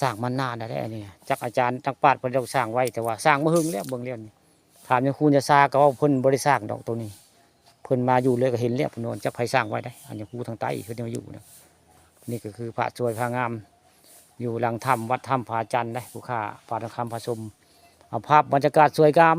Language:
Northeastern Thai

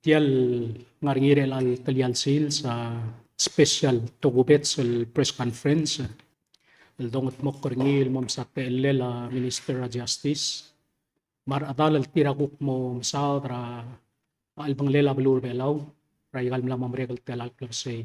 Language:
Palauan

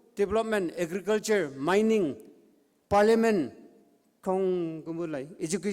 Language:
Konyak Naga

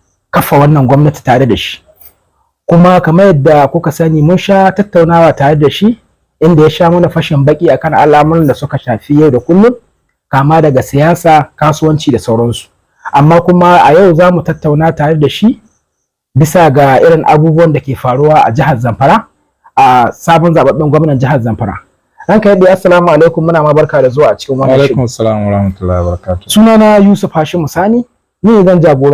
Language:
Hausa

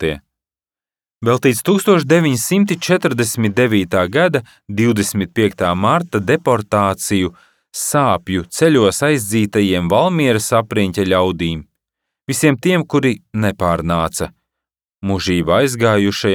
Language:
Latvian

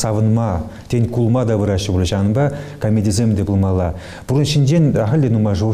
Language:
Chuvash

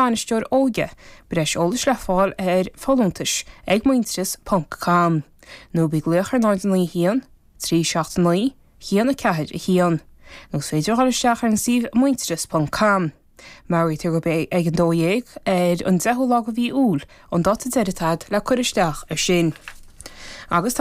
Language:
Irish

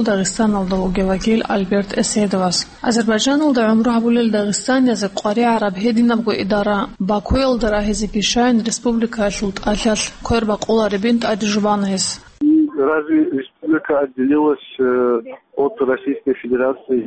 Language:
Avaric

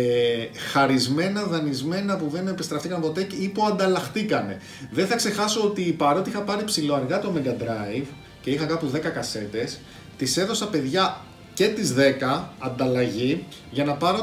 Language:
Greek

